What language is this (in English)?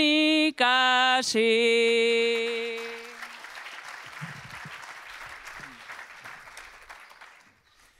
Basque